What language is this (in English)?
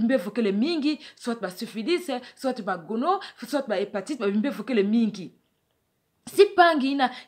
Kituba (Democratic Republic of Congo)